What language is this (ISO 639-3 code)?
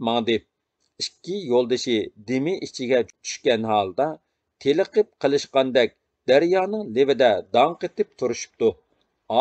uig